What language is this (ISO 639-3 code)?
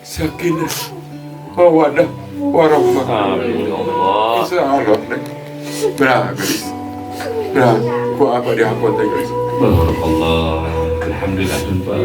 sun